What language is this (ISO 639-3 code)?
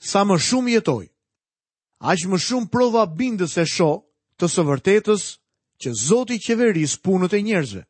sqi